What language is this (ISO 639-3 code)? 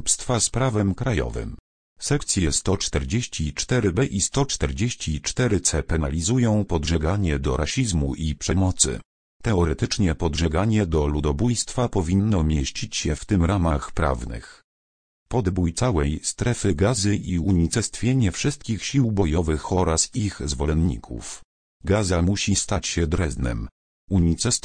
pol